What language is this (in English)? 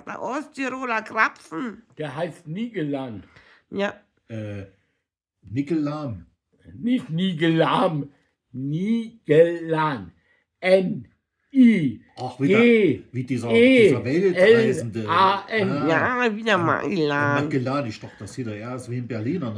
Bavarian